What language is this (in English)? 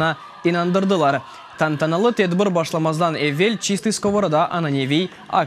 Crimean Tatar